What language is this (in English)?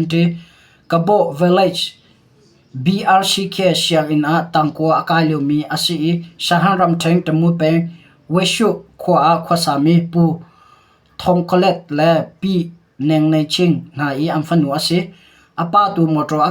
Hakha Chin